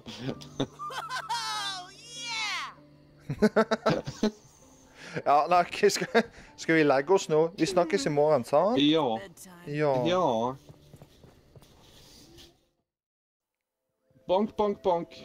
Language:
Norwegian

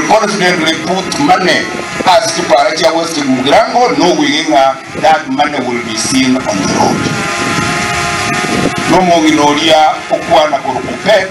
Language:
Gusii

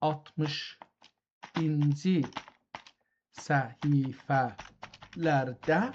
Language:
South Azerbaijani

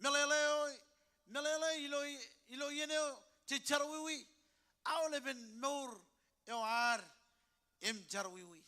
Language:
Marshallese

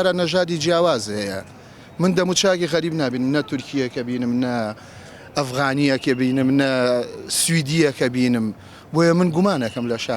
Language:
Central Kurdish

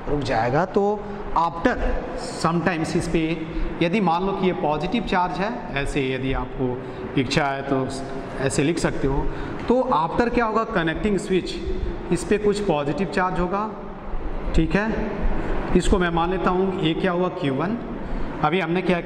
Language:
Hindi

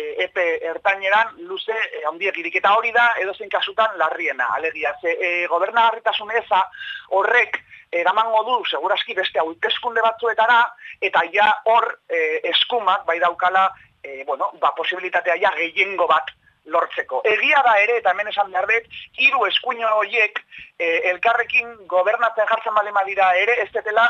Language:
Basque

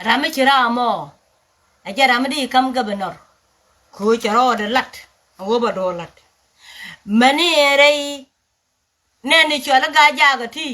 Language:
Nuer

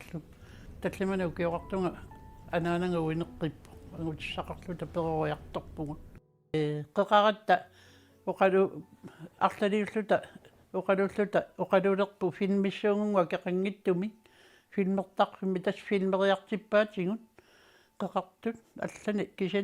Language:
Kalaallisut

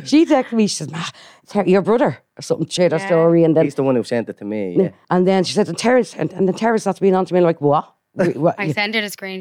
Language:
English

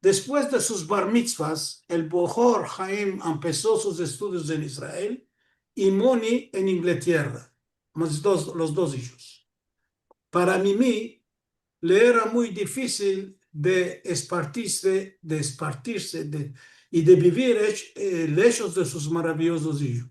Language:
Ladino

